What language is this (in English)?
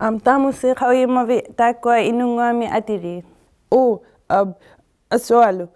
Inuktitut